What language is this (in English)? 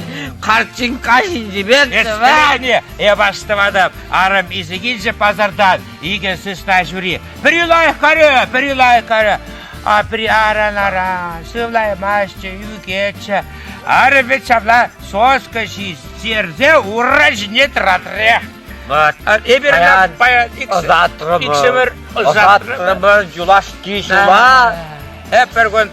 Chuvash